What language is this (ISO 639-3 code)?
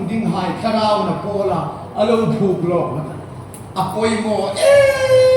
hmr